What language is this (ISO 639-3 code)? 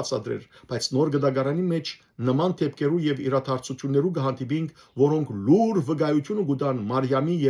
hyw